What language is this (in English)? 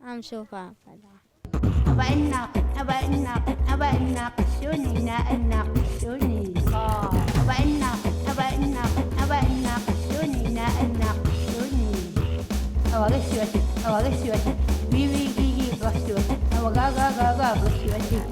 Kalaallisut